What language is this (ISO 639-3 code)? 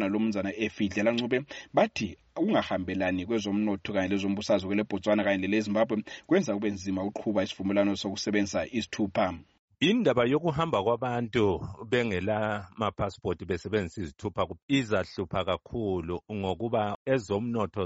nde